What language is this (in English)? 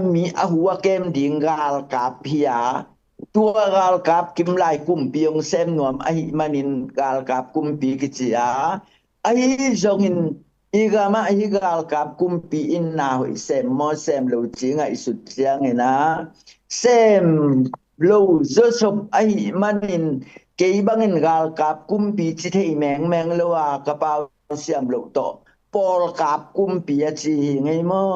Tedim Chin